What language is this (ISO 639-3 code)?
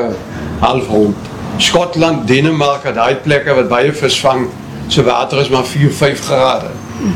afr